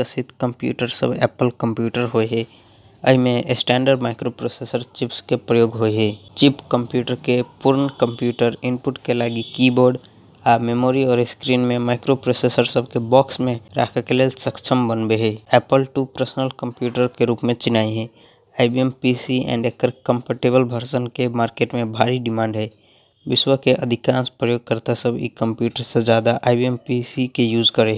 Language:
Maithili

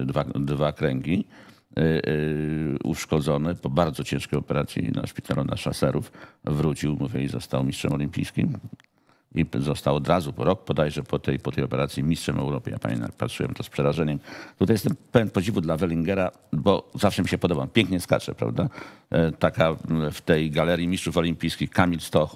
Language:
Polish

